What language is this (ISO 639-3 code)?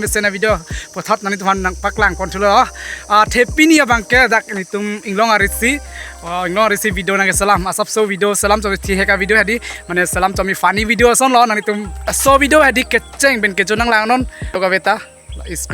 mjw